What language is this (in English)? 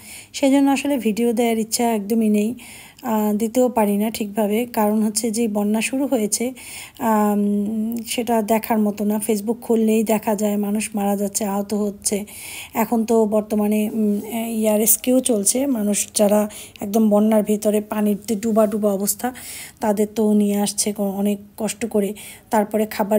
Bangla